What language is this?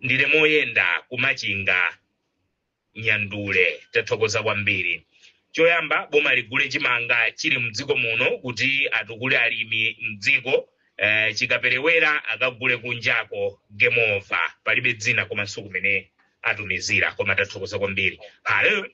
Nyanja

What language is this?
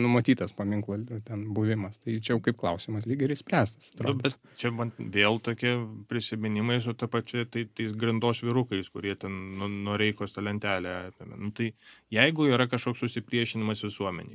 Lithuanian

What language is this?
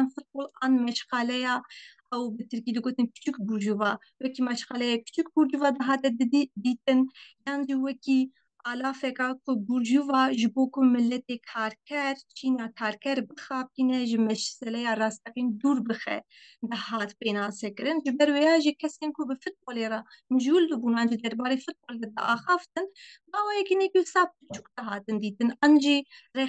Kurdish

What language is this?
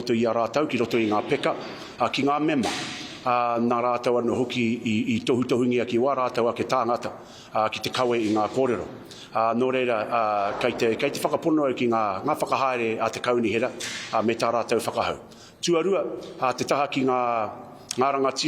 Māori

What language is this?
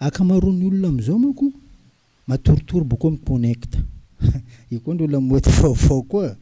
Malagasy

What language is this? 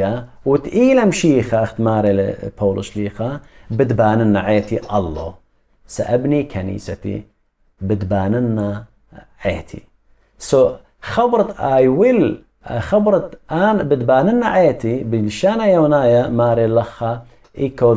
Assyrian Neo-Aramaic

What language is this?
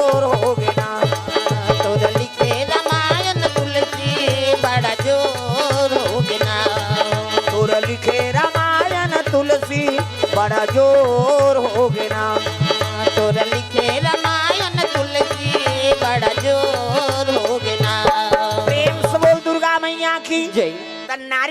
Chhattisgarhi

